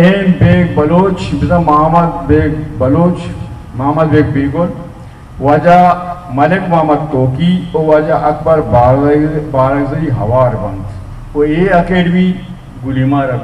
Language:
Baluchi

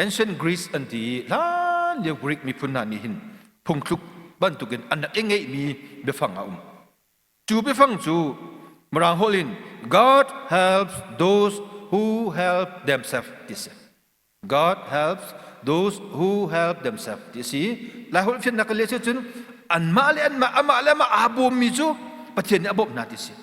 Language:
Hakha Chin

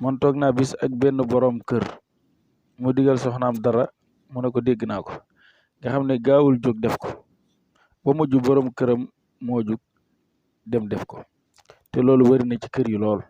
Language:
Wolof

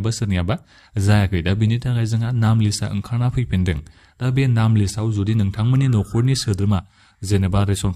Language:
Bodo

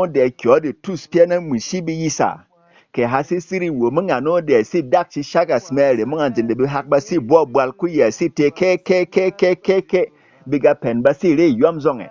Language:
Berom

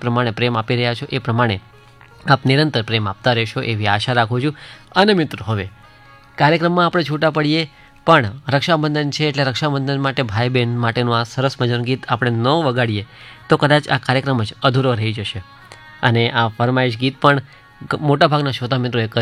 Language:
Gujarati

